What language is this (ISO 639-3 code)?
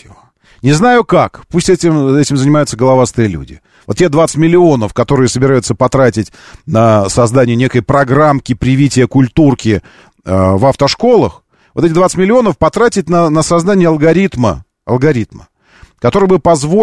rus